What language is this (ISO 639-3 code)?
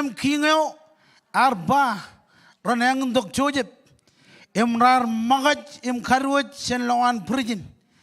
mah